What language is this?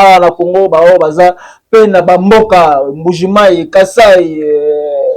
Lingala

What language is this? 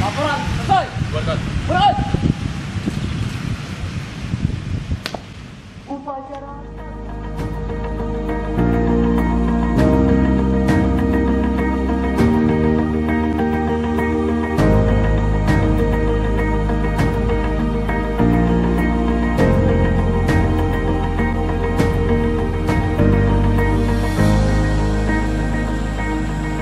Indonesian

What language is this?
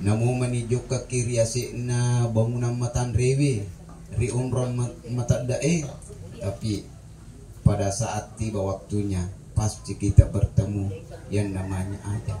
Buginese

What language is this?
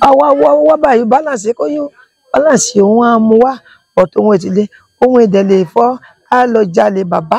Yoruba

